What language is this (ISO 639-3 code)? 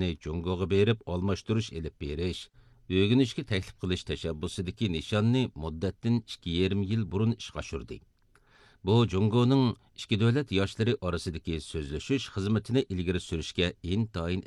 uig